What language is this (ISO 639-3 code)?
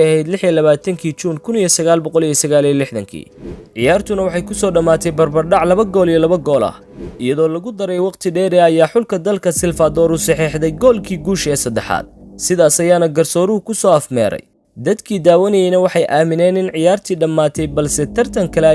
som